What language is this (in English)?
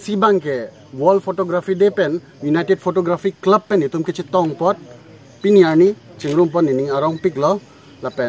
Karbi